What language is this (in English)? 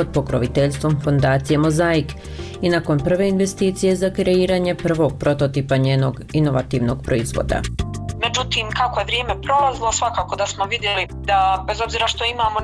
Bosnian